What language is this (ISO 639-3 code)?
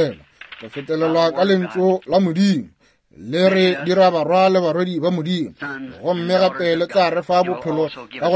nso